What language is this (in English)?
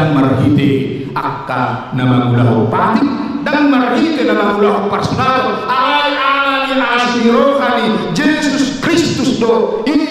Batak Toba